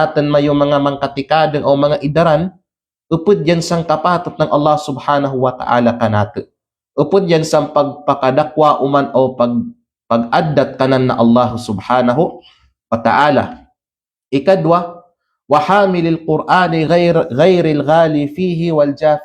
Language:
Kalagan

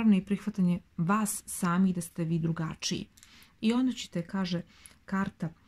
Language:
Serbian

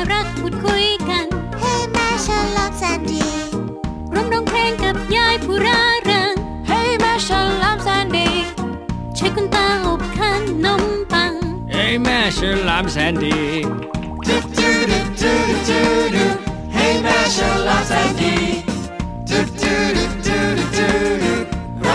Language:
Thai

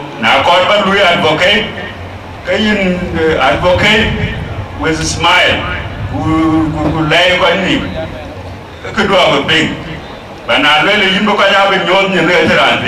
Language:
Dinka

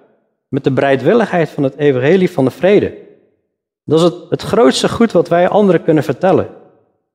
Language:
Dutch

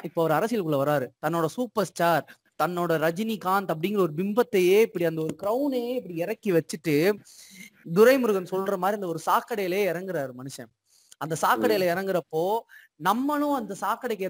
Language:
Tamil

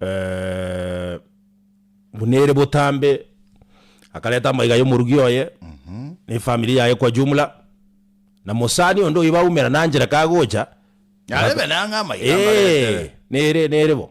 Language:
Gusii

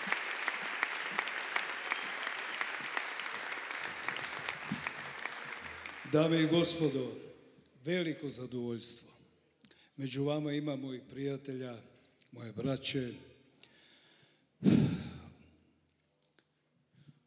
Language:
Serbian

